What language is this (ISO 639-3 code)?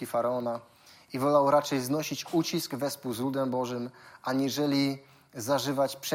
pol